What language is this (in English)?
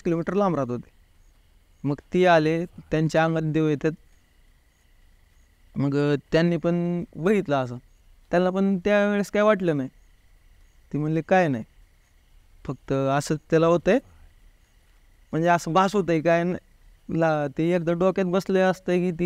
Marathi